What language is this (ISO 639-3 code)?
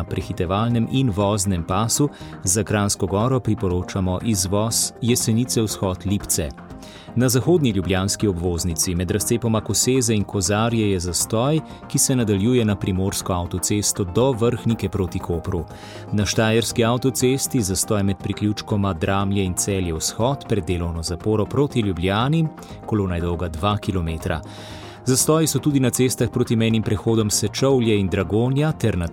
slv